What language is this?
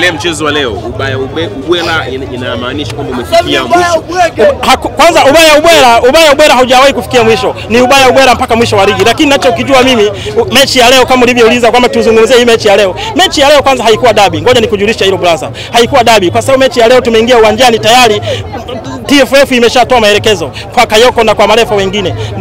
Swahili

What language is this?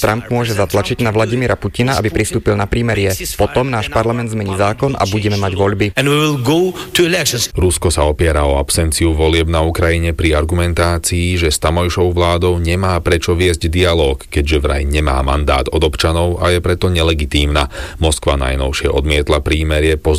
Slovak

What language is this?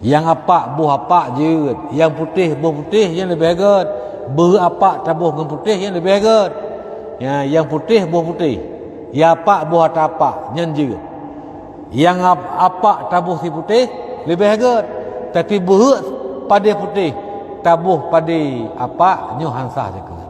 Achinese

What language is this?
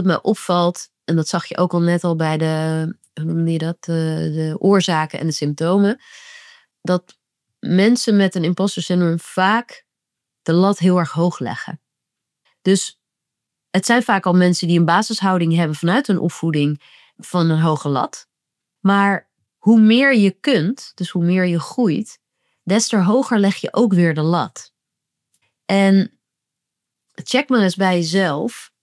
Dutch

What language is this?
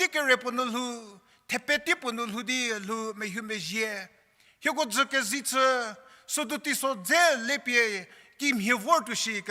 Angami Naga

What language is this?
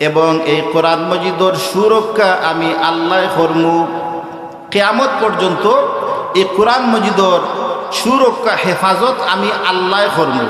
Sylheti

